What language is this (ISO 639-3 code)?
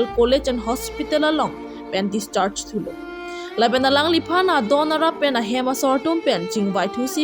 mjw